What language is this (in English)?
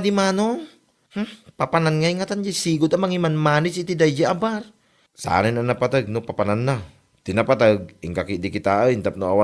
Iloko